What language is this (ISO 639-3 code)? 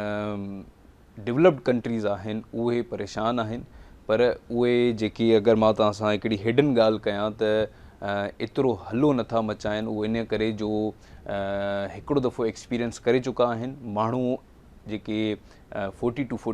snd